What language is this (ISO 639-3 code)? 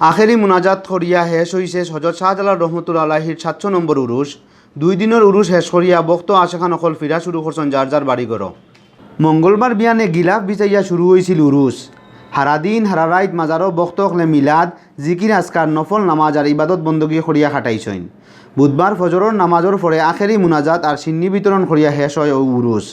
syl